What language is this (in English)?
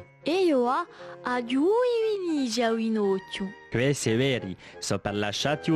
Corsican